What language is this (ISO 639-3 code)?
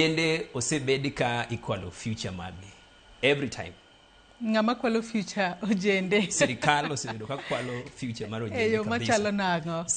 luo